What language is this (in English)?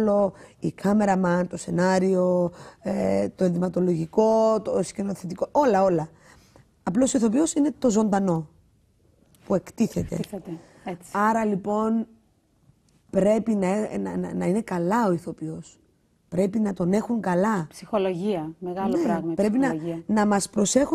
Greek